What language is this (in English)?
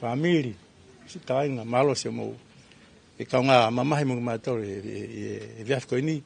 Tongan